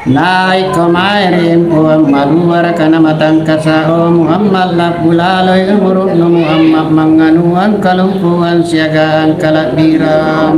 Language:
Makasar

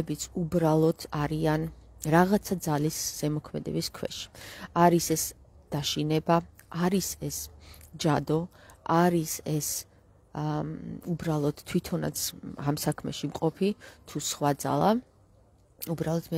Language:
Georgian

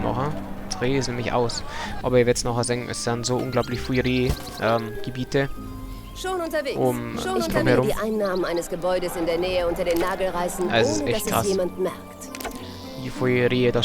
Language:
Bavarian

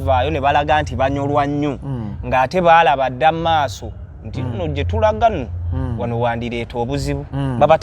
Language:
Ganda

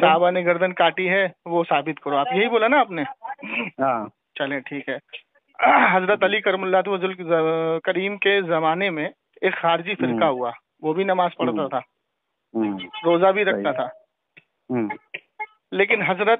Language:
Urdu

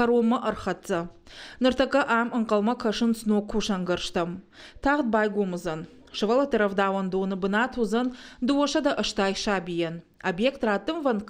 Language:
Ossetic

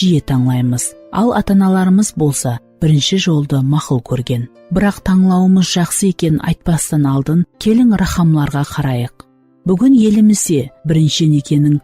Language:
Kara-Kalpak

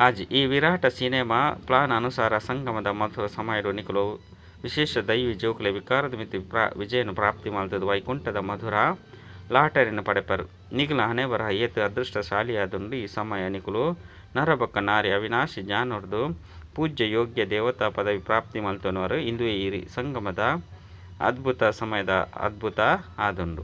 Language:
Tulu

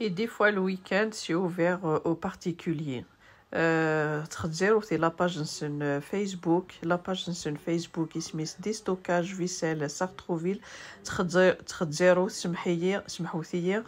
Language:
Kabyle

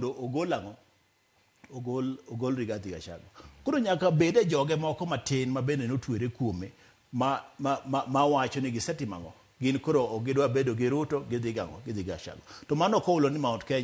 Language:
Luo (Kenya and Tanzania)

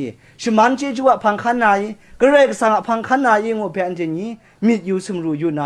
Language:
Kachin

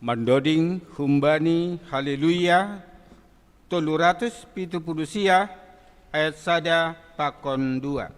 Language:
Batak Simalungun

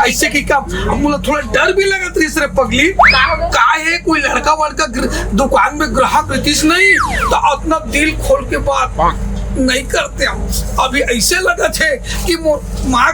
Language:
Chhattisgarhi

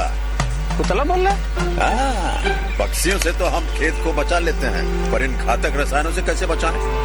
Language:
Kannada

